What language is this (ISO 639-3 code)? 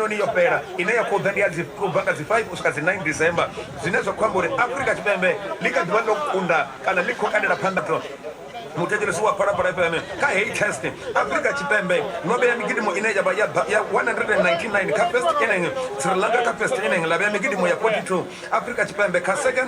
ven